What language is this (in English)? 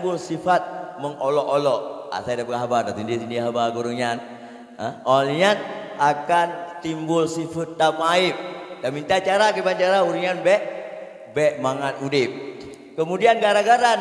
Achinese